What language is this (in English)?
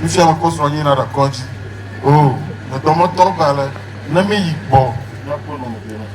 Ewe